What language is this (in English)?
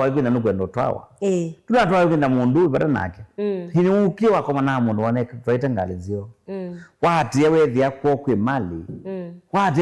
Kamba